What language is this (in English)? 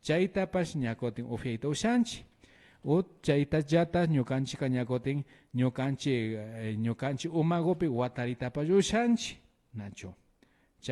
Imbabura Highland Quichua